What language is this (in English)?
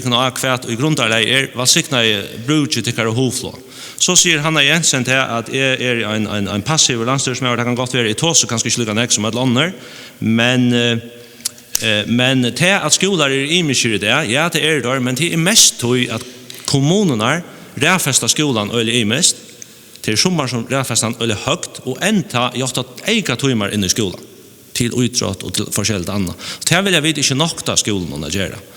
Faroese